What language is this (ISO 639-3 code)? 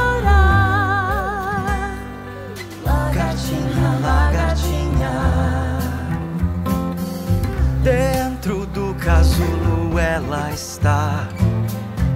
por